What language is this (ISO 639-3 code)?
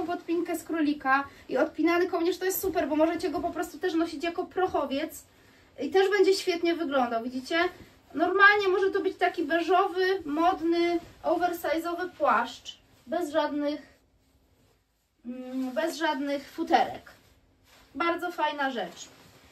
pol